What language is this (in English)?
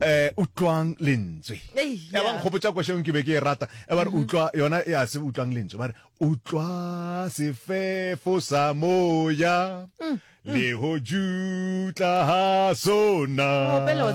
Northern Sotho